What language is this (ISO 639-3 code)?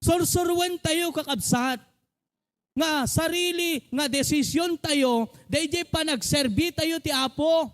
ilo